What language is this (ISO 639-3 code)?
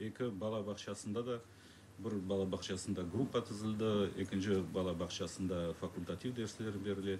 crh